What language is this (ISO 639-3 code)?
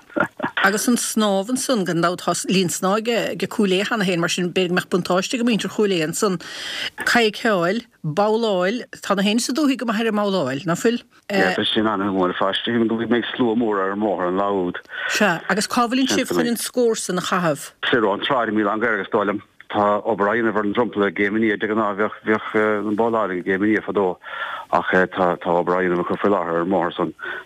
gle